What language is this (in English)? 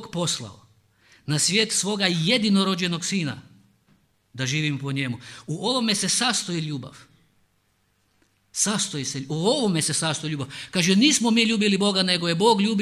Croatian